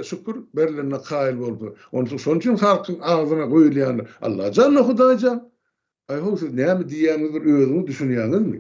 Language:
Turkmen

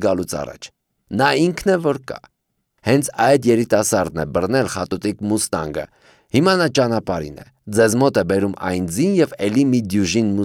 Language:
Armenian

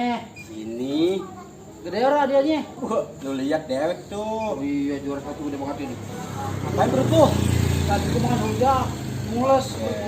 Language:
Betawi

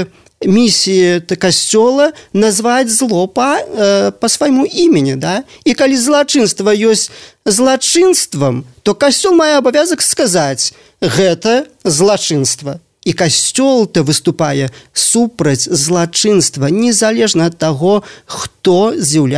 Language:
Belarusian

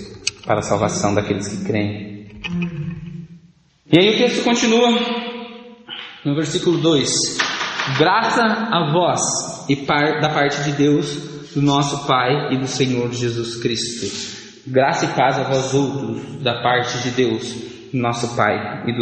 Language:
Portuguese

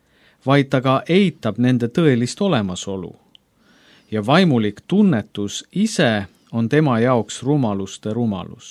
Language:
Estonian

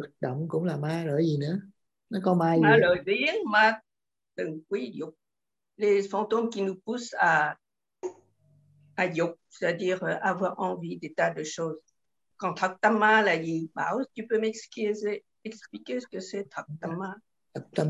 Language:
Vietnamese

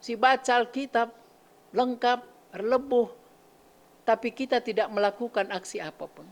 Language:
Batak Karo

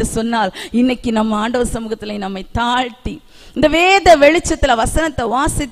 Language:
Tamil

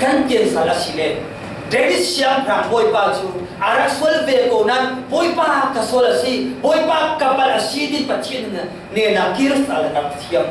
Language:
Falam Chin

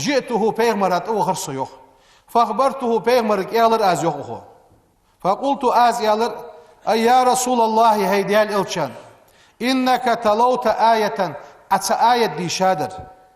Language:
Ingush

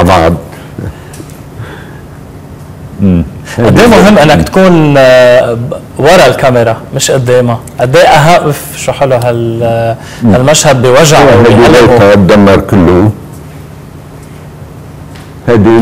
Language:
North Levantine Arabic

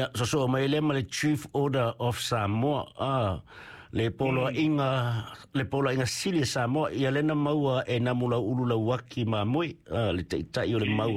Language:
Samoan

